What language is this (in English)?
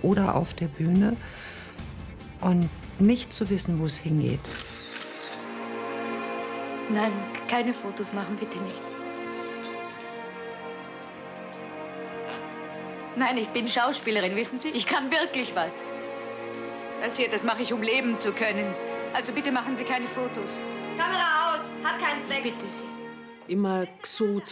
German